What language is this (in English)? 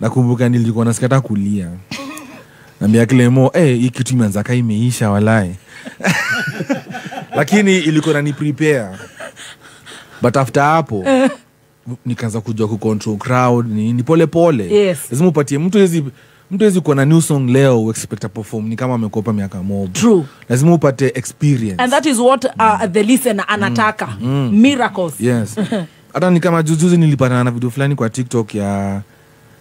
Swahili